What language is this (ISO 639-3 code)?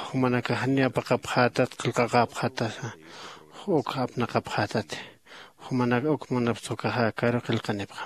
aym